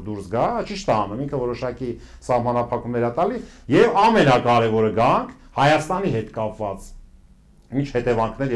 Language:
Armenian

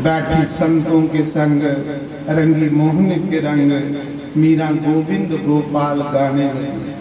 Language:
Dogri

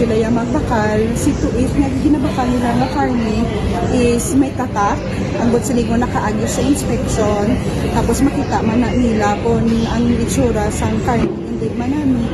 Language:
Hiligaynon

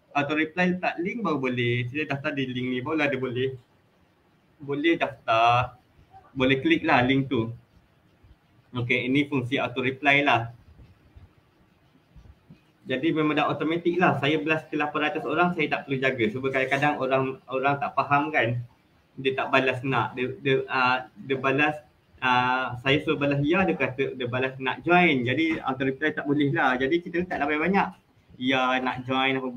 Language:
Malay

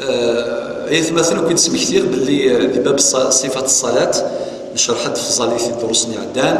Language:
Kabyle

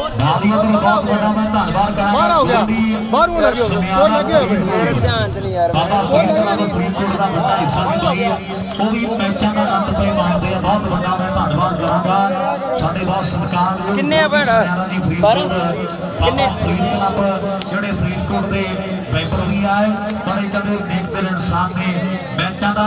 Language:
Punjabi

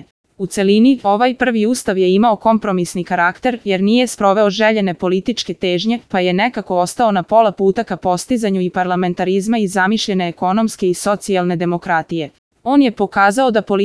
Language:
Serbian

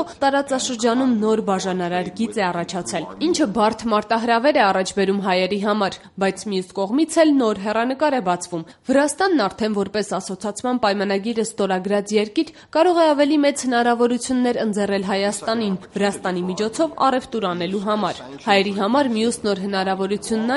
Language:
Armenian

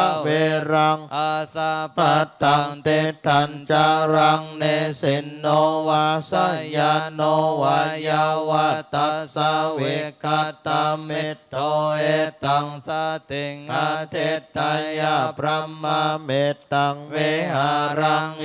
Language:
Pali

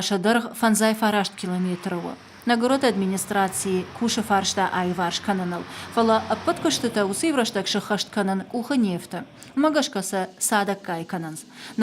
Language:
Ossetic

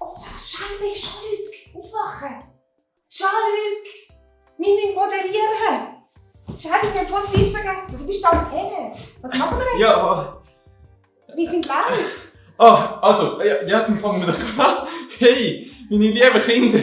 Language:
Swiss German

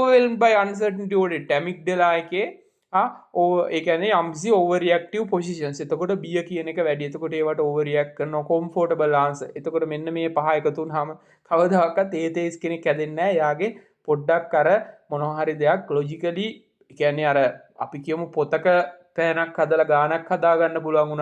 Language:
Sinhala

